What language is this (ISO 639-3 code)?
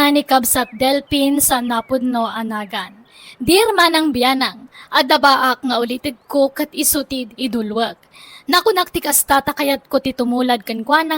ilo